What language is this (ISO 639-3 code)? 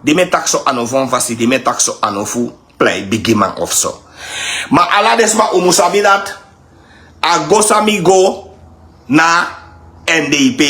srn